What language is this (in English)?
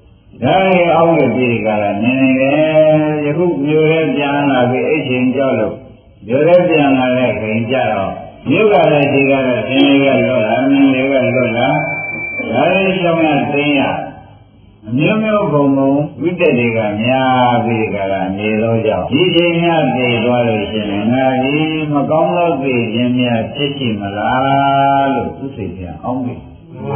Burmese